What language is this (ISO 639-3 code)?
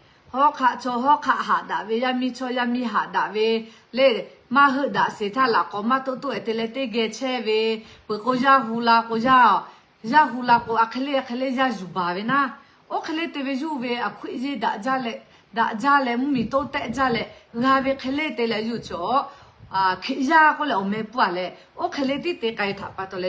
lhu